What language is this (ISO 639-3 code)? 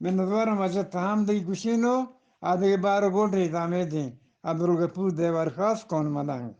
bgp